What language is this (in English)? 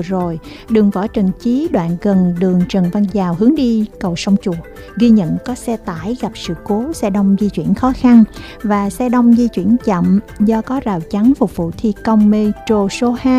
Vietnamese